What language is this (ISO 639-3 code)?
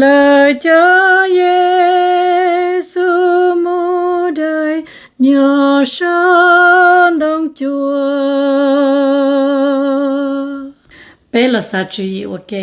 hmn